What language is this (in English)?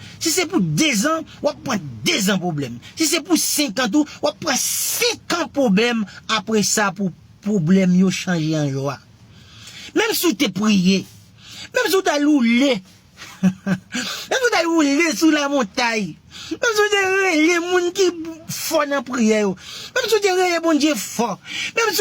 Haitian Creole